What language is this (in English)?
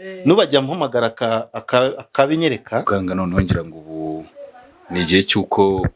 Kinyarwanda